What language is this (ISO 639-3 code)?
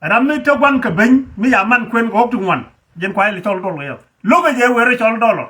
nus